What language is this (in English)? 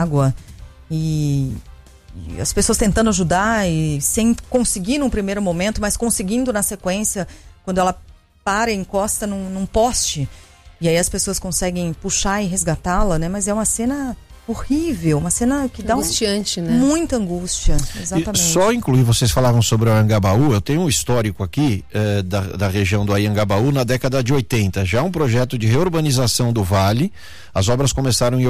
Portuguese